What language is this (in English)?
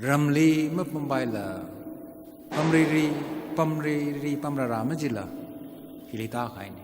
Tangkhul Naga (India)